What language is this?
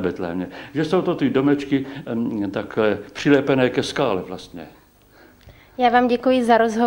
Czech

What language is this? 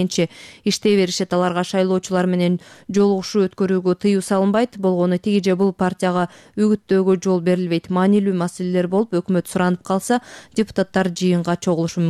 Kyrgyz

